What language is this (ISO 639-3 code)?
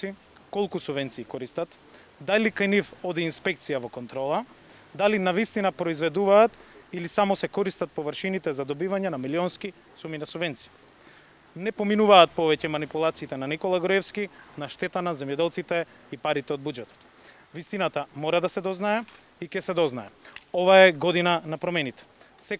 mkd